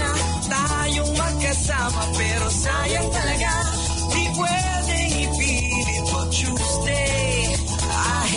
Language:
Filipino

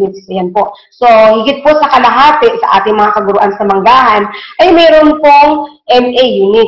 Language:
Filipino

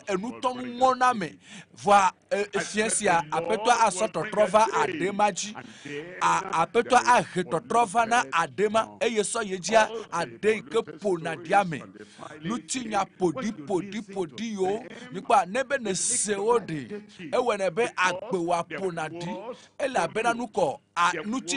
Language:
Ewe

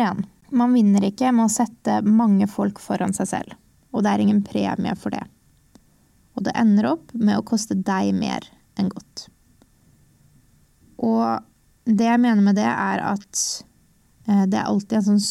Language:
Norwegian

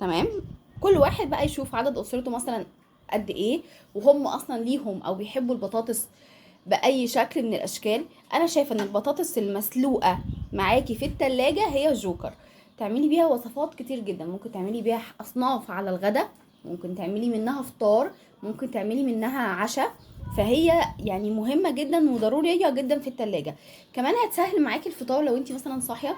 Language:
Egyptian Arabic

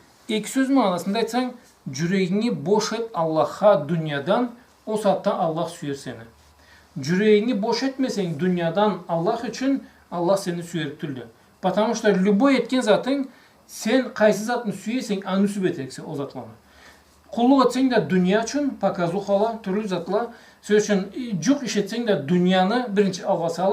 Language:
Karachay-Balkar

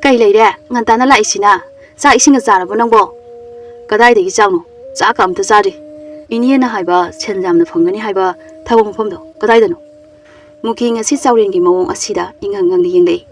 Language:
Manipuri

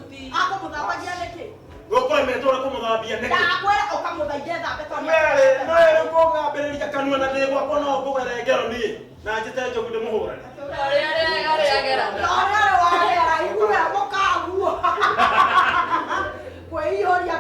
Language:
Kikuyu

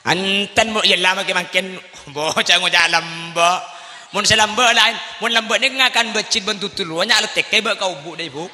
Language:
Madurese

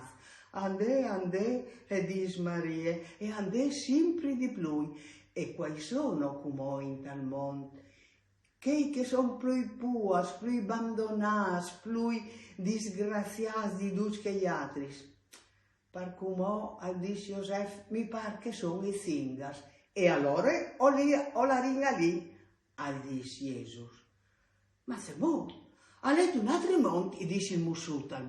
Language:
Friulian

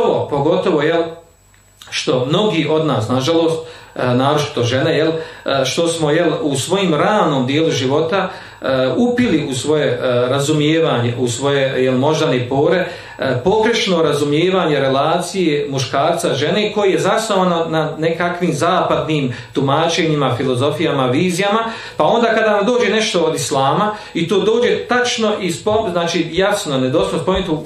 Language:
Bosnian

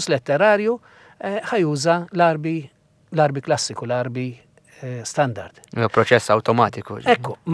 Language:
Maltese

